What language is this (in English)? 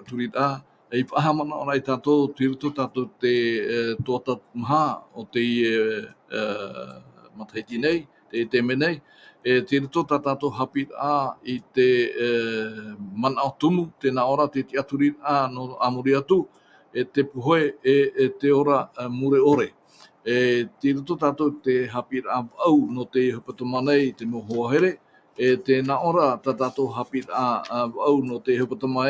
Tahitian